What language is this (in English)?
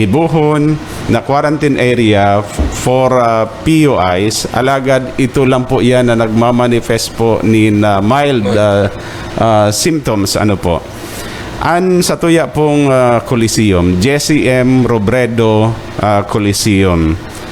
Bikol